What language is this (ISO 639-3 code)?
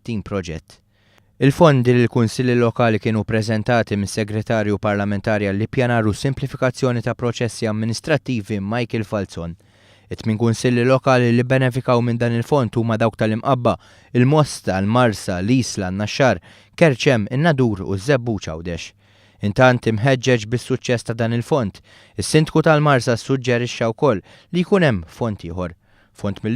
mlt